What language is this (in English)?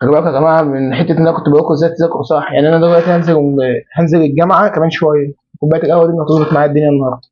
Egyptian Arabic